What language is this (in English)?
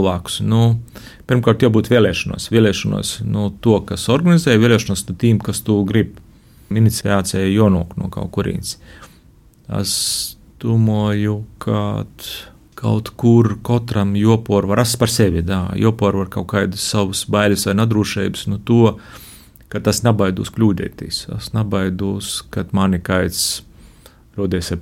Latvian